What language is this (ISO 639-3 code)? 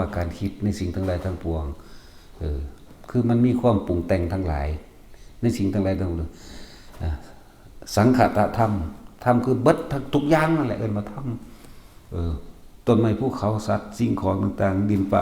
tts